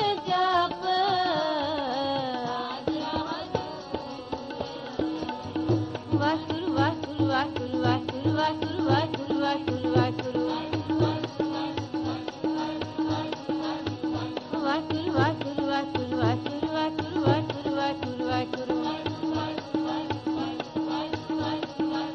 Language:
Punjabi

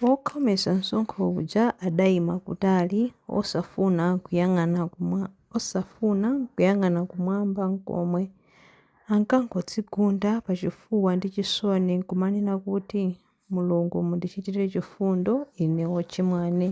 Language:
Nyanja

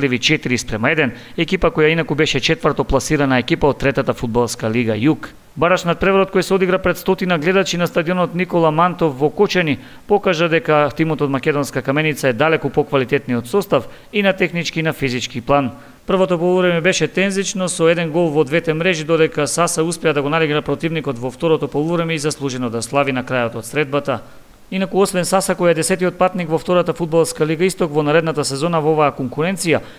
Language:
Macedonian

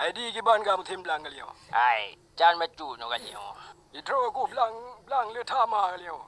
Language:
Achinese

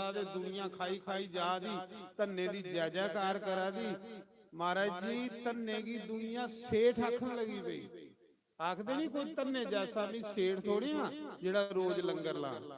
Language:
Dogri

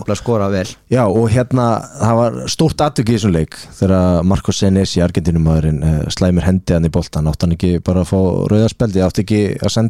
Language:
Icelandic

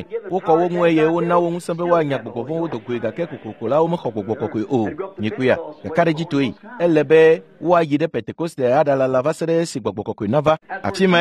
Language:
Ewe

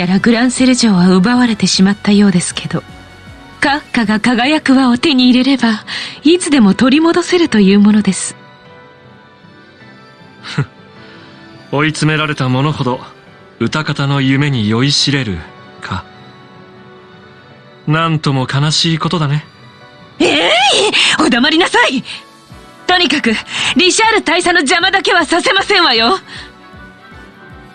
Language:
Japanese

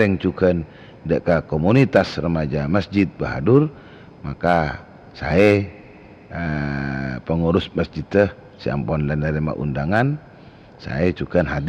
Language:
Madurese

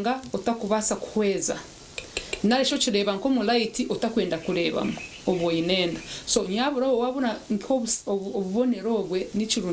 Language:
Nyankole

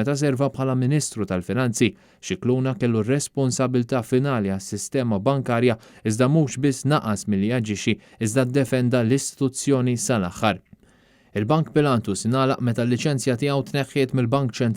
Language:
Maltese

